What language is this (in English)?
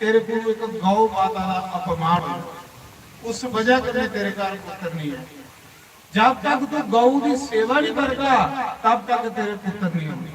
Dogri